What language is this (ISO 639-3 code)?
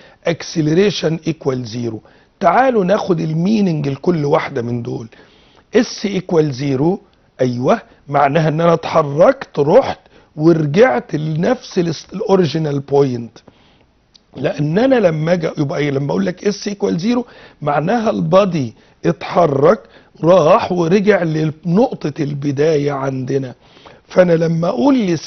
arz